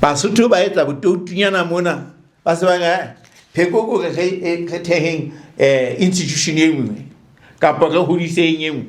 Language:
Southern Sotho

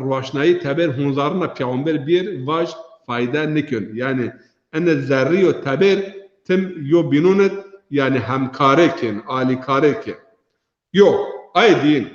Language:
Zaza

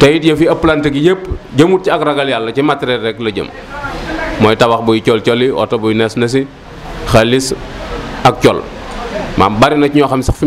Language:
Wolof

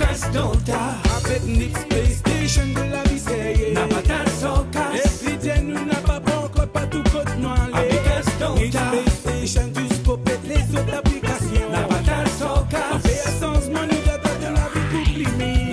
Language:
Morisyen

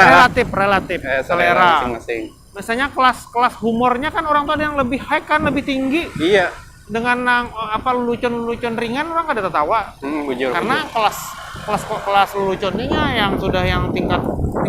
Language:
Banjar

